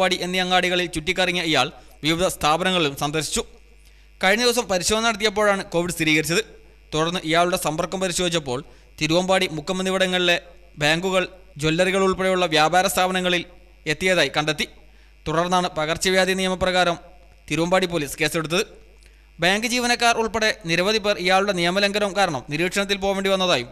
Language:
Malayalam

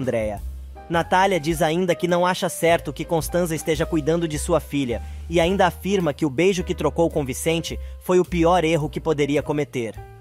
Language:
Portuguese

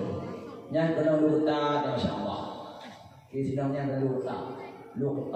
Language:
Achinese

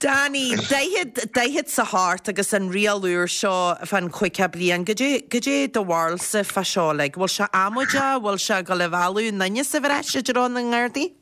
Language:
Irish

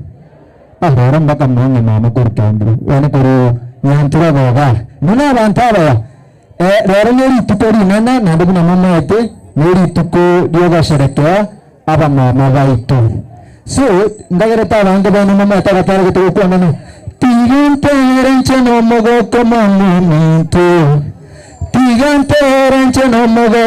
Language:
Gusii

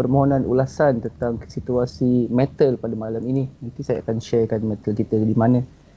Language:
Malay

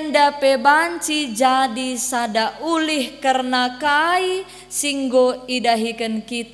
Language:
Batak Karo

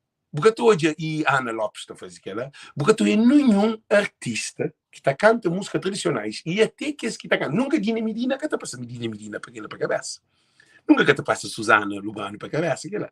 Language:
Kabuverdianu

